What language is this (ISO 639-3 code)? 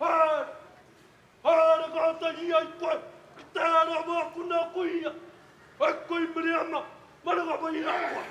mri